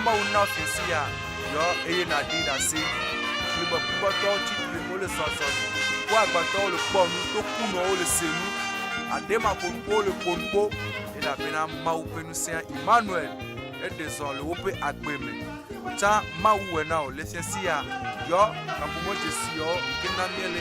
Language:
Ewe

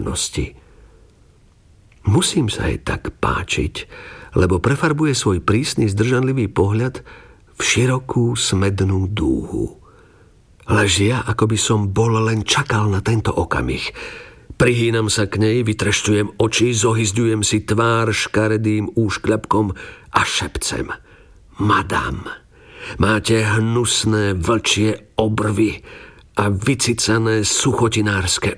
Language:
Slovak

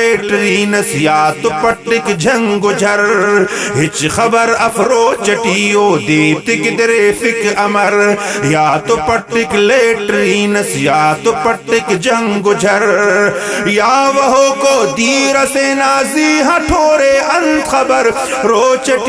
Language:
Brahui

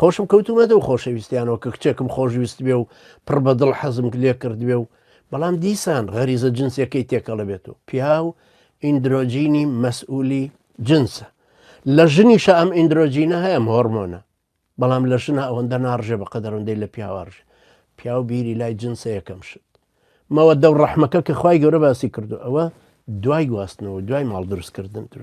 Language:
Central Kurdish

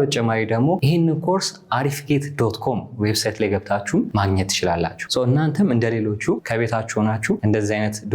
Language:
Amharic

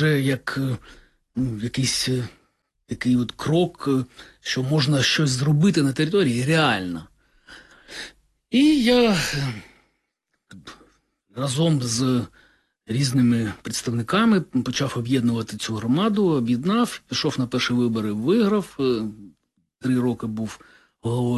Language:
Ukrainian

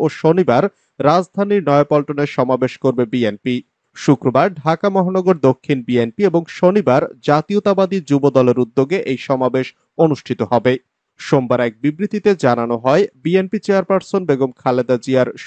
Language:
Bangla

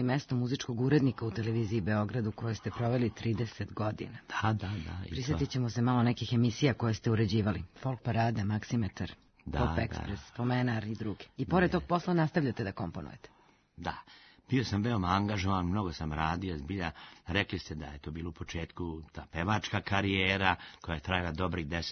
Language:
Serbian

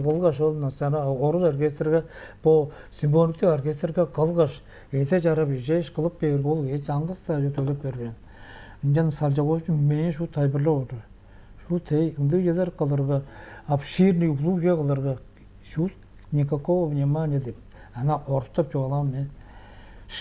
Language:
Tuvinian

